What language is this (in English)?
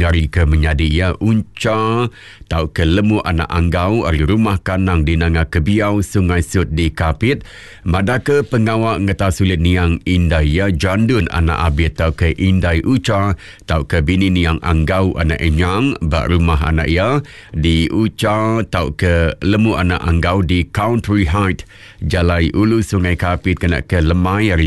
Iban